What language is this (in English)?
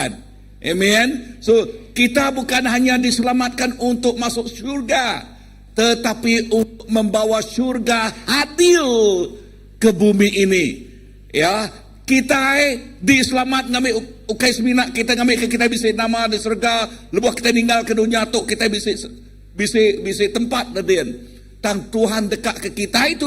Iban